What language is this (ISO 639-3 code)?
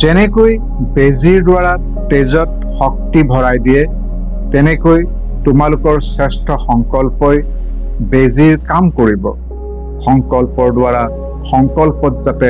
asm